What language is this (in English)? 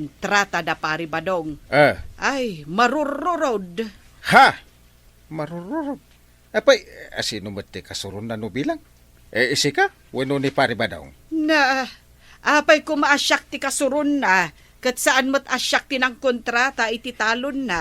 Iloko